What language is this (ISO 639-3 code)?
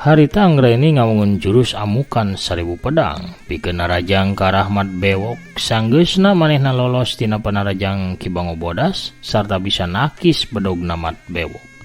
sun